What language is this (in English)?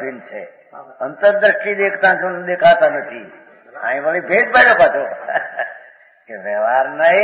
Gujarati